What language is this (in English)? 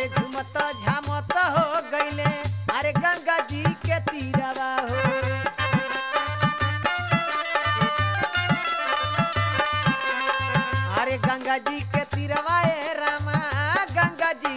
Bhojpuri